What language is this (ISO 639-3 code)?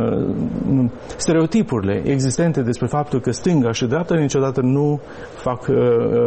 ron